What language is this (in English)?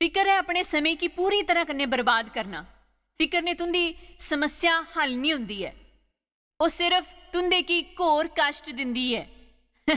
Dogri